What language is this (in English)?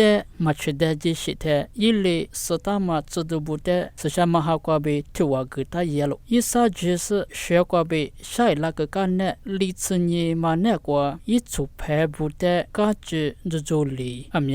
Lisu